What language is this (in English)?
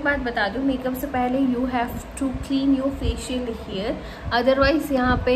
Hindi